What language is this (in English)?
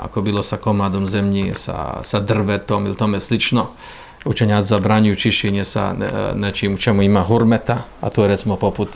Bosnian